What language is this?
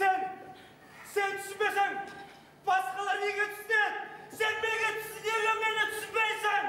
Kazakh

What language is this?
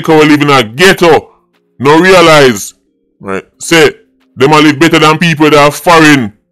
Jamaican Creole English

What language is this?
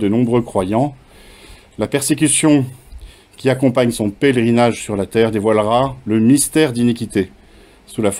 French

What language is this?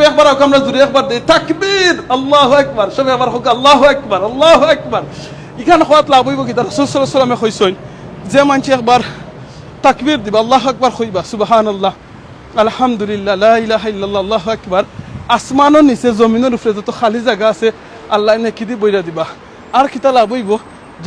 Sylheti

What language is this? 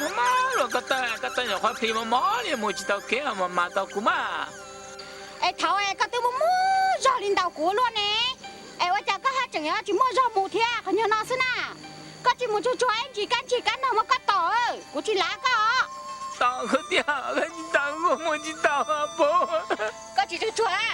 Hmong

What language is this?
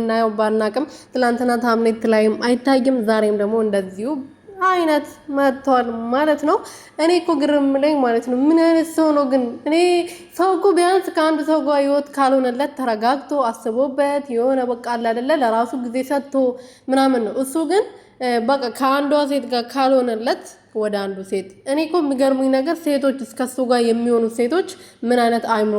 Amharic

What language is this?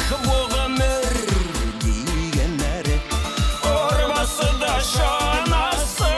Bashkir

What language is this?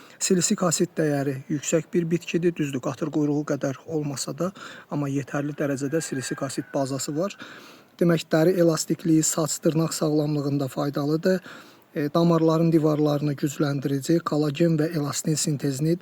Azerbaijani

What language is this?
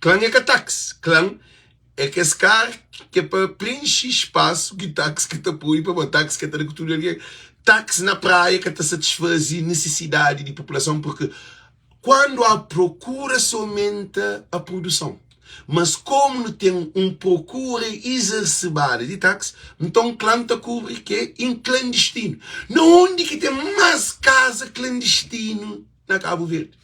Kabuverdianu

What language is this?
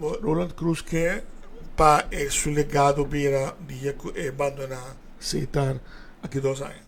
Papiamento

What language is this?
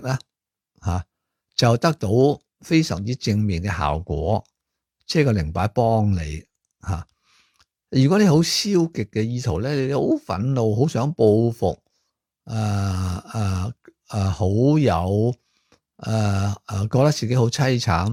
Cantonese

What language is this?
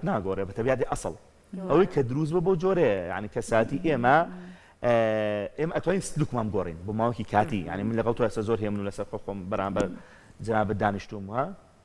Central Kurdish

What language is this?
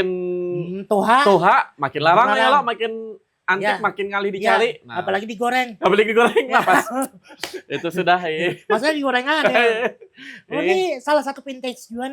Banjar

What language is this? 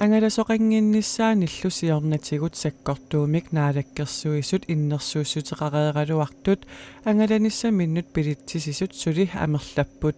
Kalaallisut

